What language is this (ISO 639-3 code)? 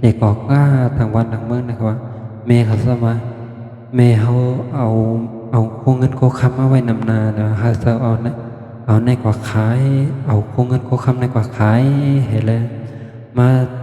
shn